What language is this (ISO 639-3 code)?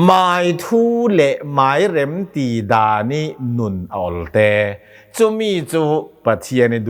cnh